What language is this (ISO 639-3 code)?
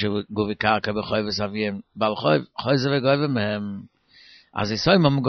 yid